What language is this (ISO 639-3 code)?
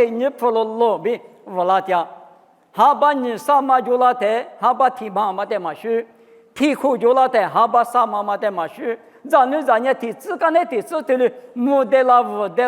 lis